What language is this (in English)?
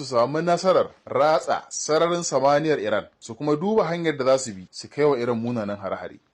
Hausa